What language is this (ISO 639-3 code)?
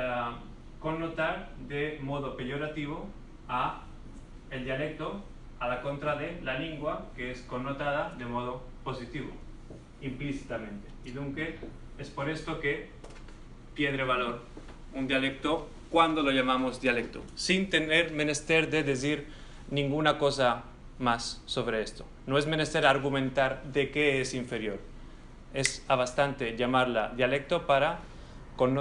lad